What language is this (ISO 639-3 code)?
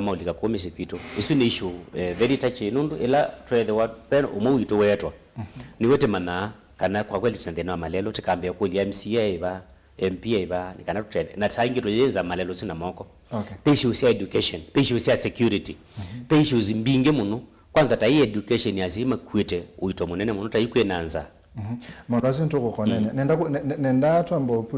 kam